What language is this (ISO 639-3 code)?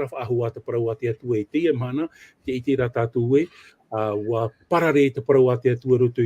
tah